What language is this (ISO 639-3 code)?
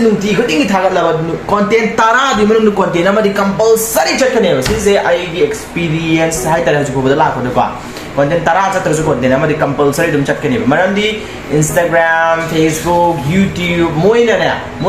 mni